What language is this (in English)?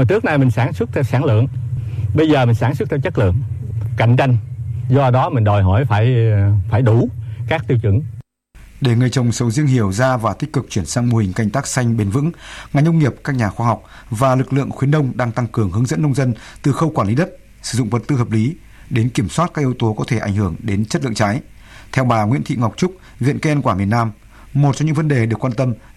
Vietnamese